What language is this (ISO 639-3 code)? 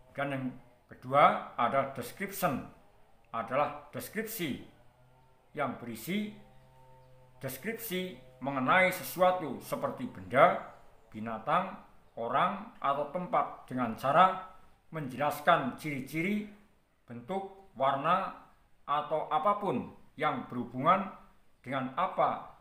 ind